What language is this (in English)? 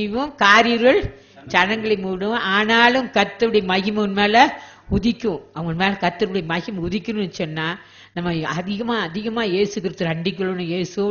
Tamil